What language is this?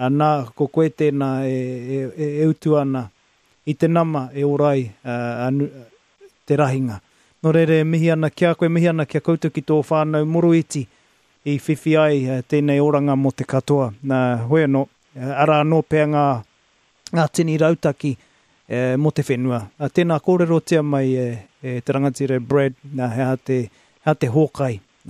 Māori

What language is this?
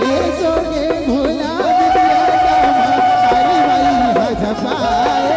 Chhattisgarhi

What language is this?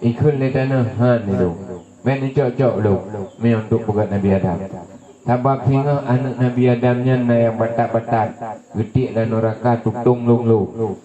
Achinese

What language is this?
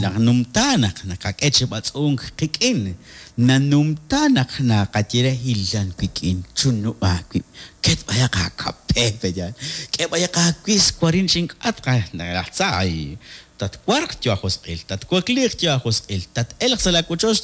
Kekchí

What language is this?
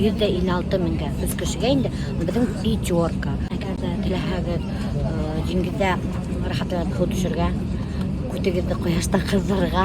Bashkir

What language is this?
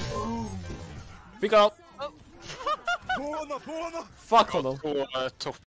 Swedish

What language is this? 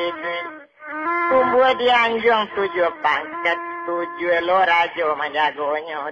Minangkabau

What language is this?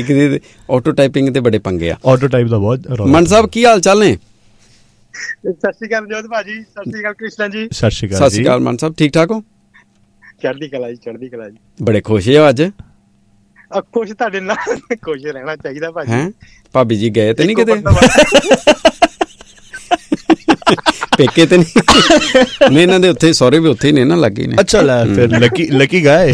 Punjabi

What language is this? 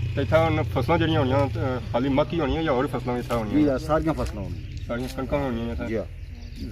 Pahari-Potwari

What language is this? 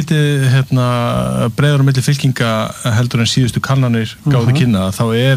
Icelandic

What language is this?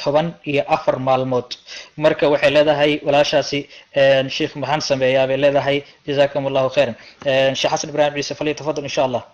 Somali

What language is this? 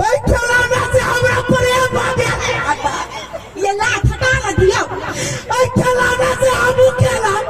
Maithili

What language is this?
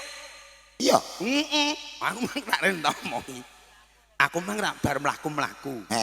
Javanese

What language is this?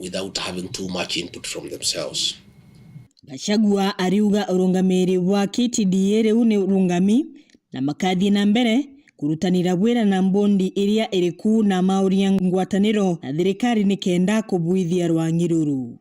Meru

